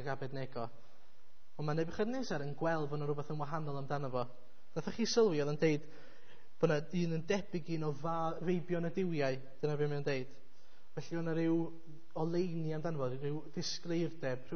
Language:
Welsh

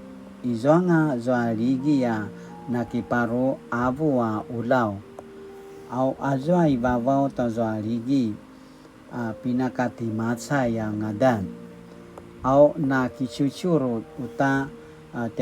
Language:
Paiwan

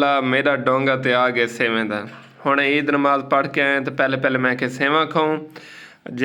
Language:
Saraiki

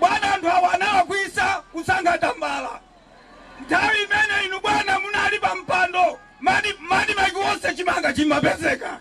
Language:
Nyanja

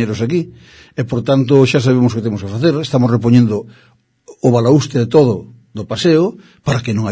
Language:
Galician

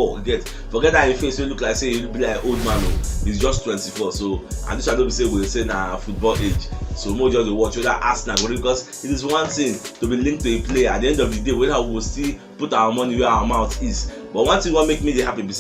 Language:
Nigerian Pidgin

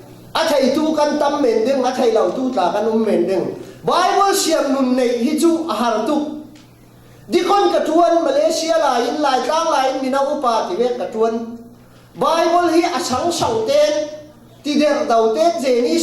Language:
Falam Chin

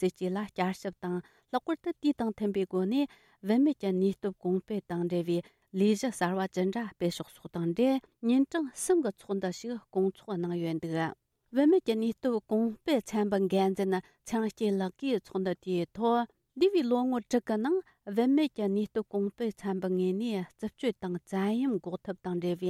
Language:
Tibetan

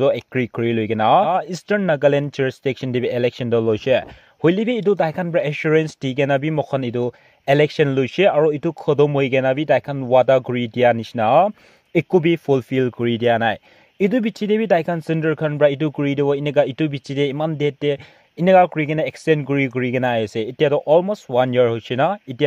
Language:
Naga Pidgin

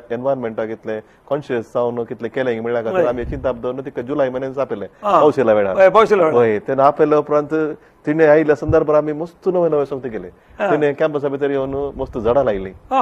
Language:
Konkani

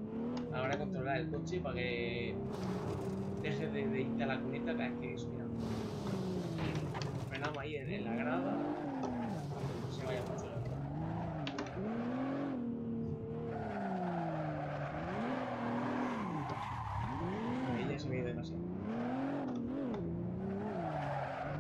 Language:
Spanish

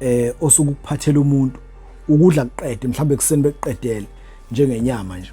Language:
Zulu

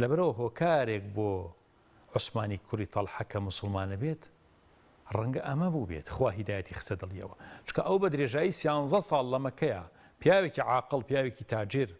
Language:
Central Kurdish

